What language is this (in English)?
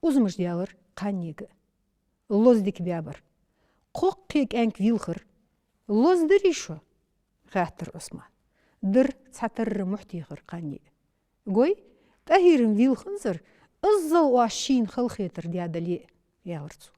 Ingush